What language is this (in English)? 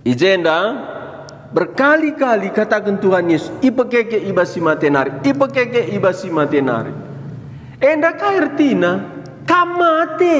Batak Karo